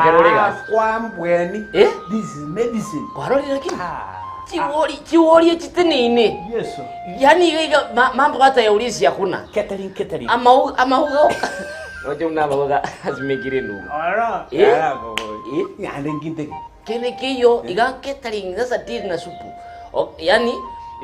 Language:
Gusii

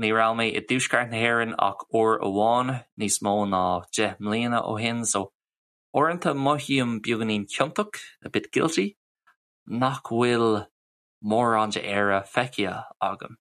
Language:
Irish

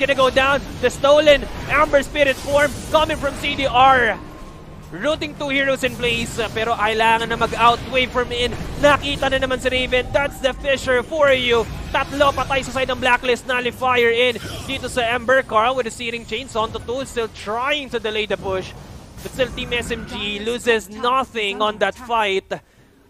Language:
Filipino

